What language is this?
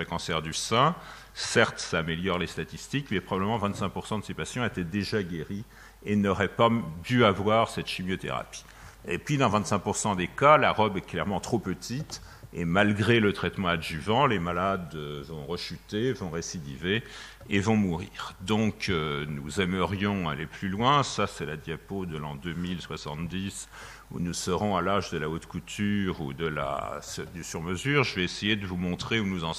French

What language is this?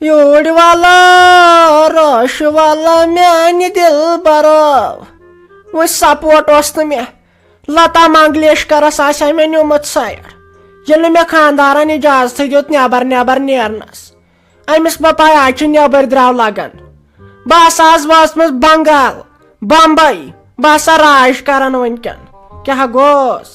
Kashmiri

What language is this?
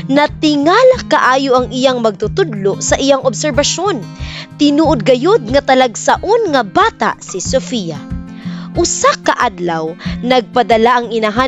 Cebuano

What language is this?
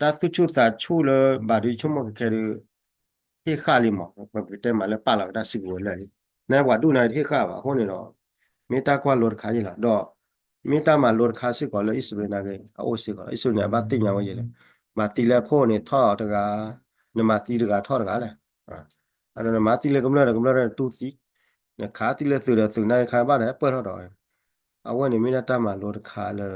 S'gaw Karen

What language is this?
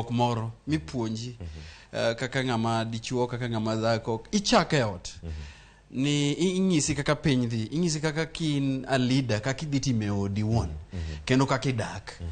Luo (Kenya and Tanzania)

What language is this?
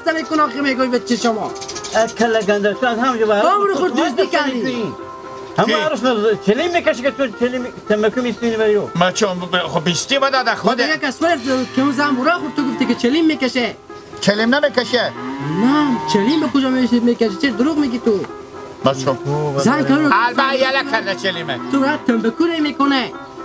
Hazaragi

